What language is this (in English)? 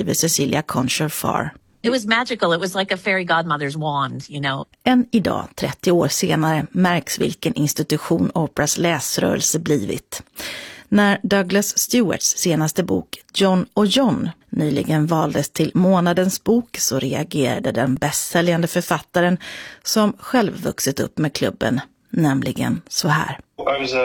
Swedish